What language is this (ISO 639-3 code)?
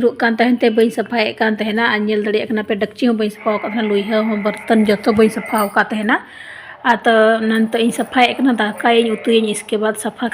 sat